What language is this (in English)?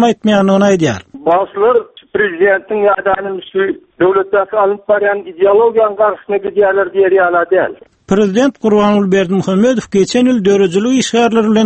Turkmen